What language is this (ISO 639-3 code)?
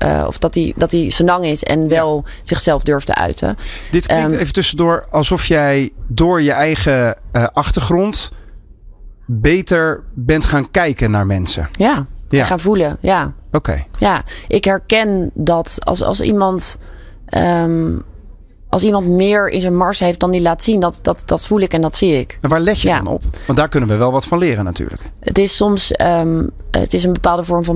nld